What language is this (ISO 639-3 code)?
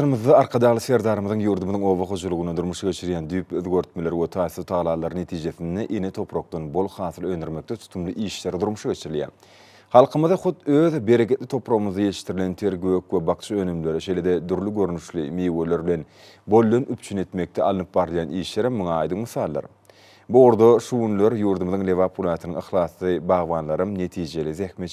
tuk